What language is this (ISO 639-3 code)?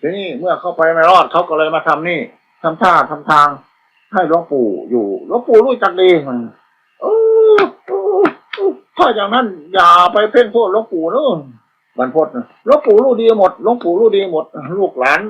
tts